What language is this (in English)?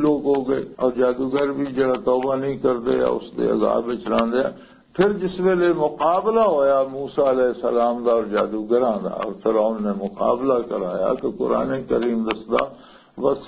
Western Panjabi